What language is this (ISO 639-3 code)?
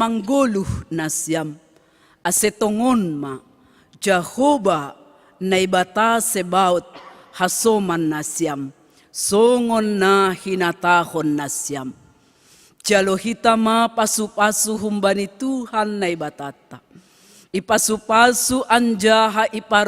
bts